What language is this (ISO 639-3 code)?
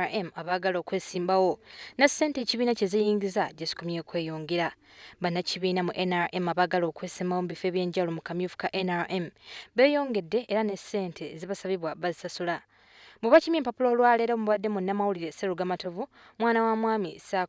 lug